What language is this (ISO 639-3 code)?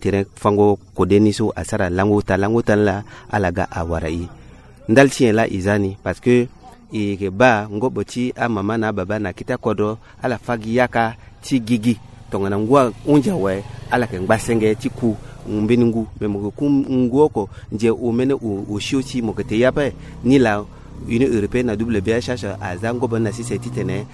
sag